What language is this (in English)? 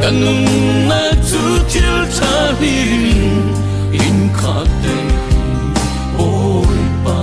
Falam Chin